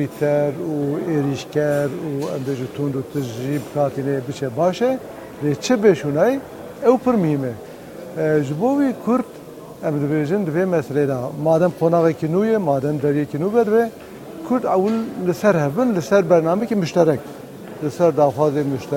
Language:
Kurdish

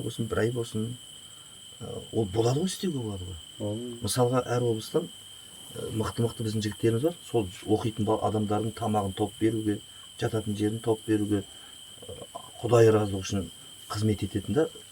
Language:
Kazakh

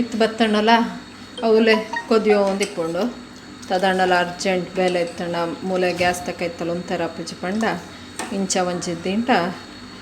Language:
Tulu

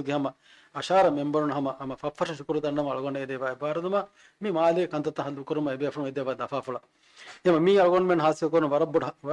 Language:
Divehi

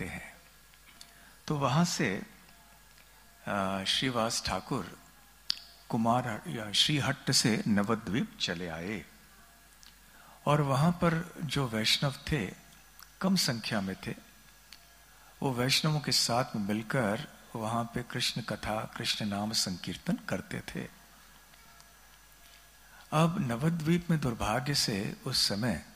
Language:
Hindi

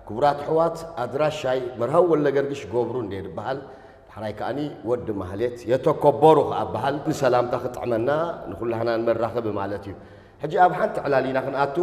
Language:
Tigrinya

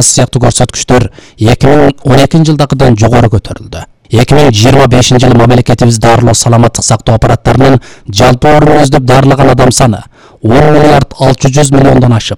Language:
Kyrgyz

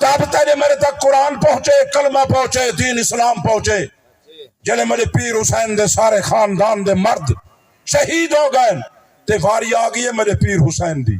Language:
Saraiki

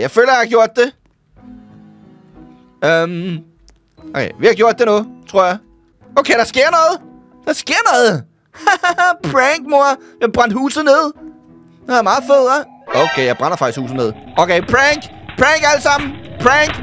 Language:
Danish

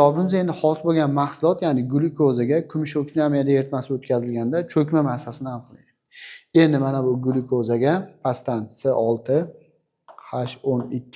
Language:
Uzbek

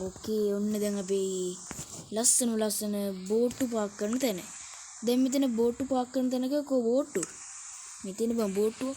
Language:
Sinhala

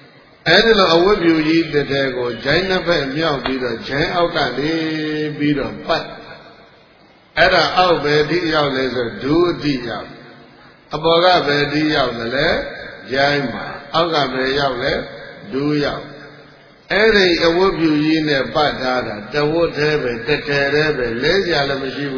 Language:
Burmese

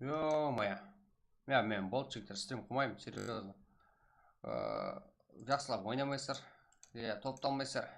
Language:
Kara-Kalpak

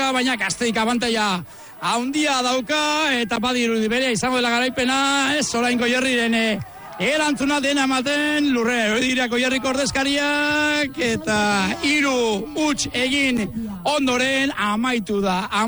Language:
Basque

